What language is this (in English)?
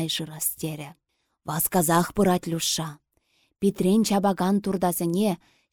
Chuvash